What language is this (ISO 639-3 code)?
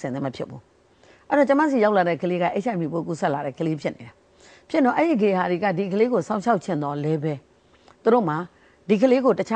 mya